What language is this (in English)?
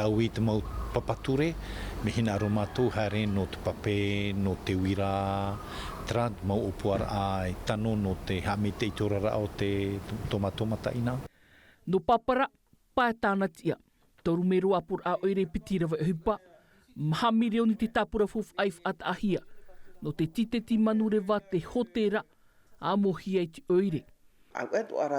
Tahitian